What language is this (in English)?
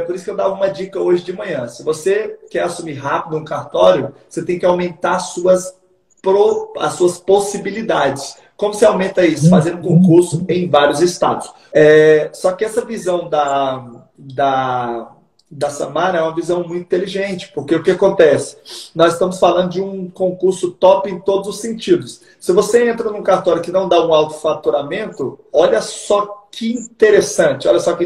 Portuguese